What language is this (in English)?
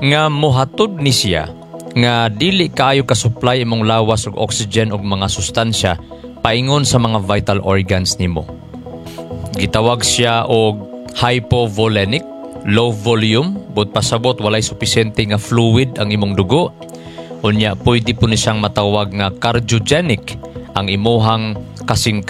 Cebuano